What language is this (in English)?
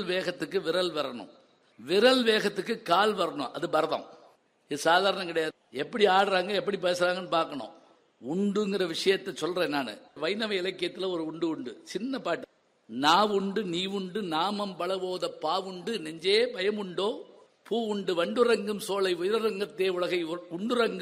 Tamil